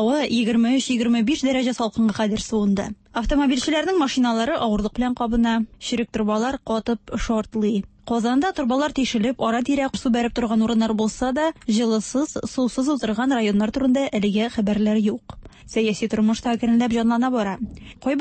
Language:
Tatar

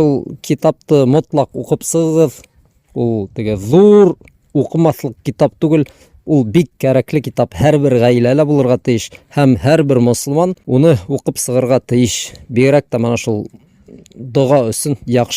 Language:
Bashkir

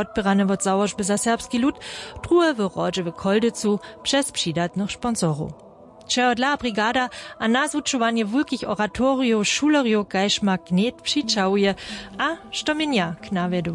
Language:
Upper Sorbian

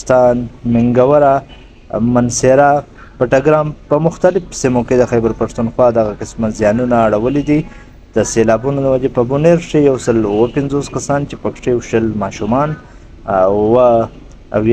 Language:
Pashto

